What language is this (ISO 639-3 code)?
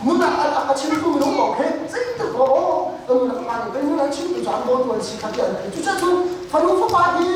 cnh